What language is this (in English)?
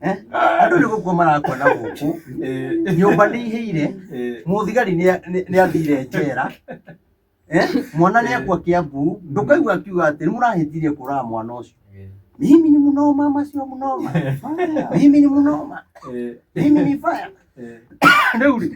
Kikuyu